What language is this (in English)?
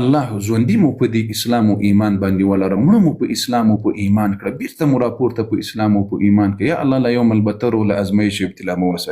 Pashto